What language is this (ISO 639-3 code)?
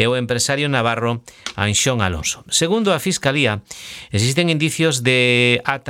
glg